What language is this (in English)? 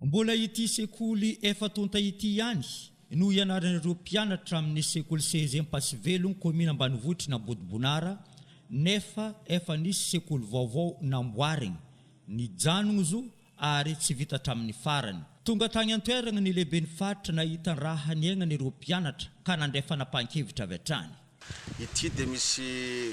Malagasy